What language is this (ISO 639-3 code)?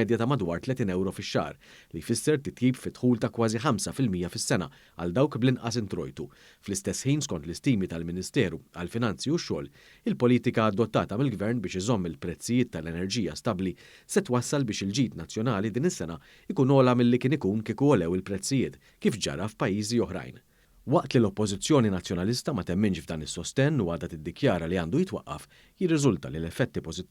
mlt